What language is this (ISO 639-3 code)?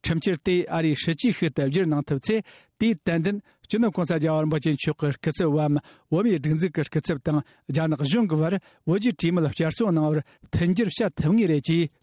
bod